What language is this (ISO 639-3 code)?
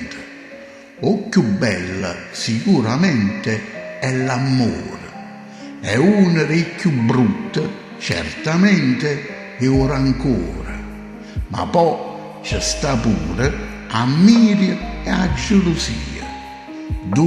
nap